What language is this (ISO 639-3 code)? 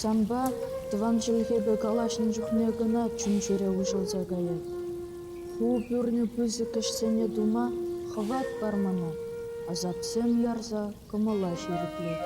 chv